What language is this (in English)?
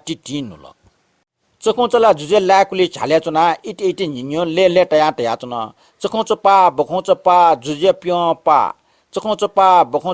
Newari